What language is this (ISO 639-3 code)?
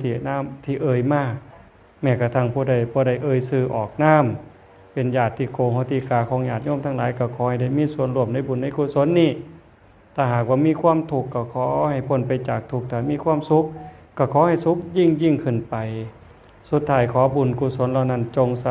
tts